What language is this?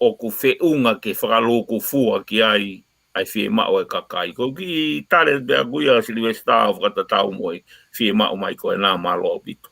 Tongan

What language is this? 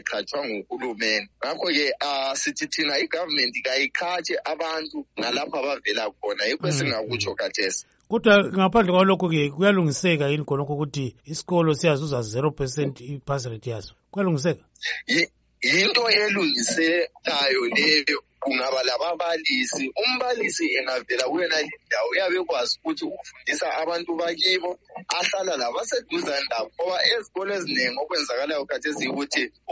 North Ndebele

